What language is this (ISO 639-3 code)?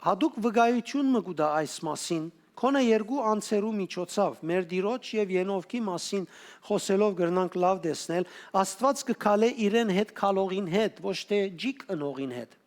hyw